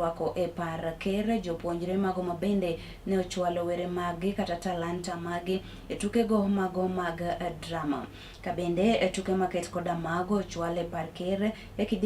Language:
Luo (Kenya and Tanzania)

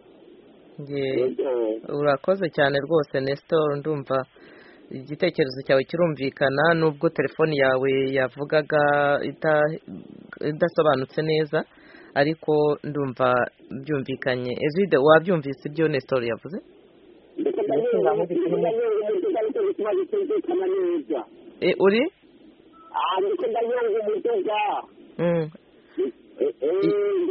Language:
Kinyarwanda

